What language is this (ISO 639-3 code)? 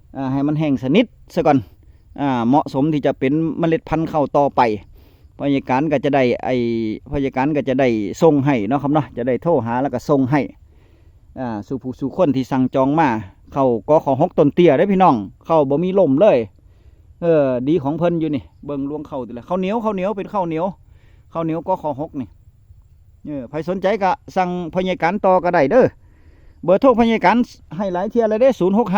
tts